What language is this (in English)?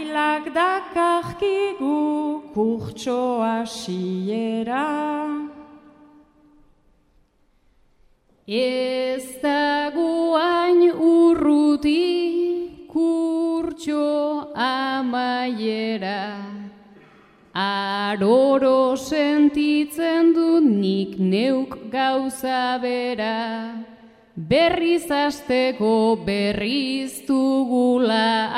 Basque